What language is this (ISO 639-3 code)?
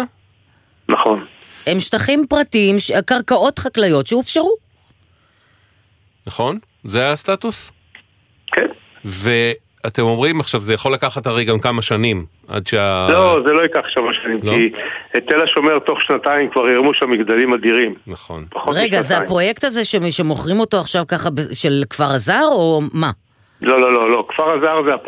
heb